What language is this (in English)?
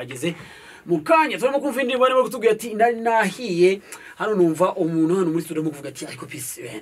Kinyarwanda